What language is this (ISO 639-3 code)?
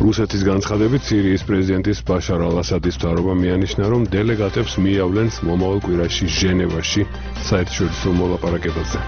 kat